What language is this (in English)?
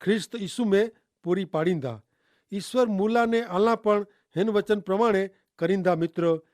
Kachhi